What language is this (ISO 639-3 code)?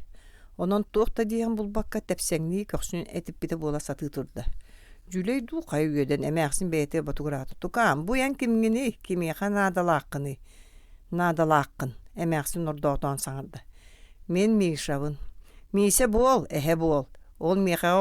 sah